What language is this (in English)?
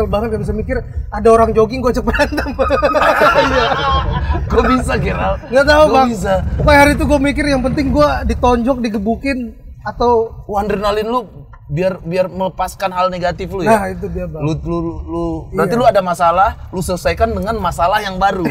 Indonesian